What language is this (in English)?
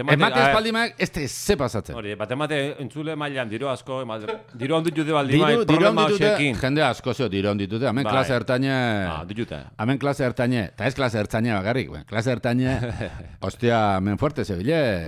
Basque